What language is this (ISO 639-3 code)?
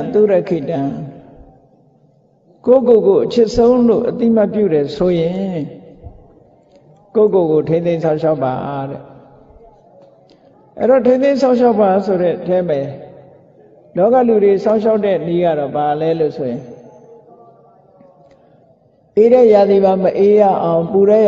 mya